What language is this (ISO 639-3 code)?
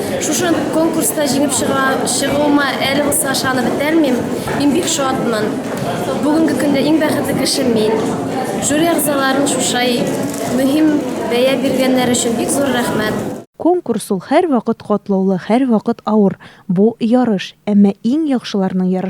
tat